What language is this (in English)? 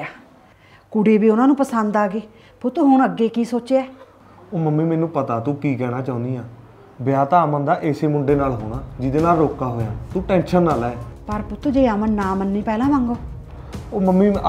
Punjabi